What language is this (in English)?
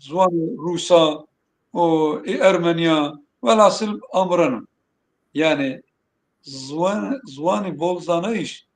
Zaza